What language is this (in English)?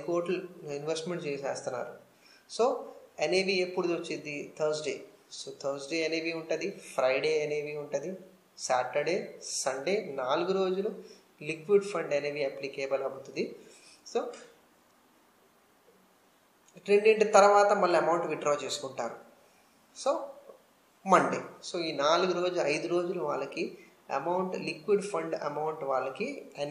Telugu